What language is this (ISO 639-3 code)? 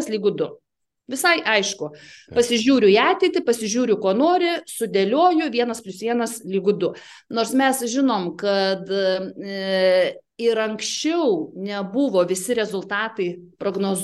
lit